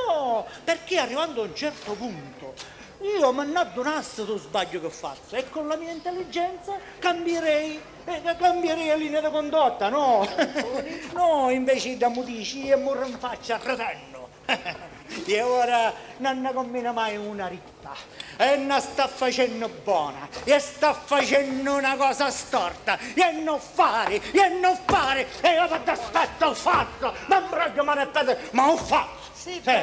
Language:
Sicilian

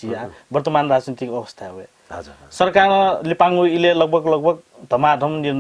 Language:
Newari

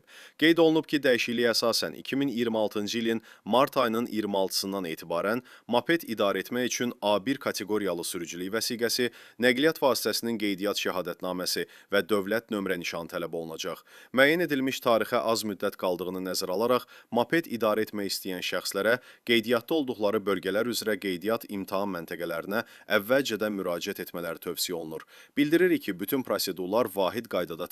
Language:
Azerbaijani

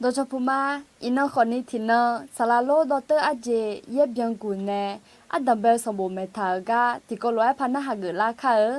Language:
Akha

